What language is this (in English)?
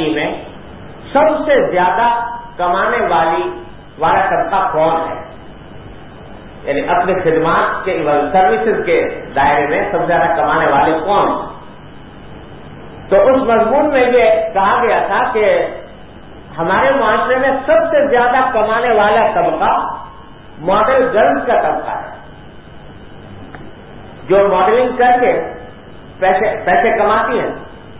Urdu